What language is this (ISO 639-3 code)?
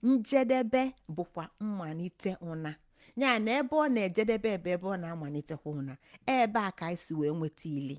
ibo